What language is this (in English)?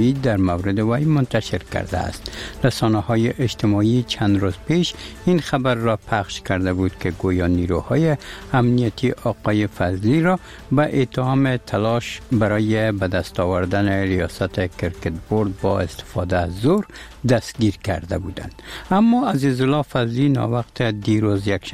Persian